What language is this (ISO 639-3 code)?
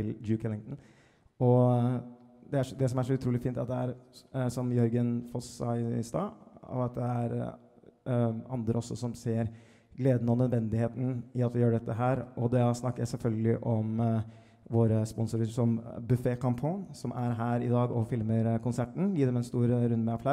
nor